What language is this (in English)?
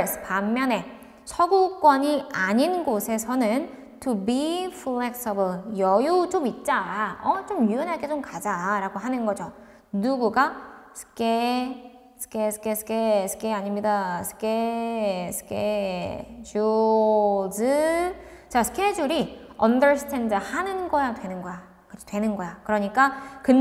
Korean